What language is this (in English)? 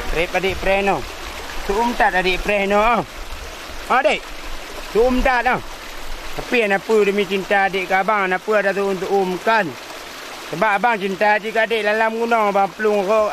Achinese